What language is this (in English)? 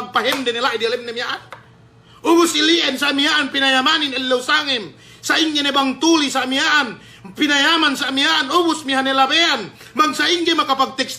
Yakan